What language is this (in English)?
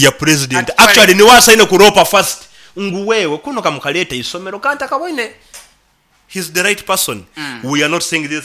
Nyoro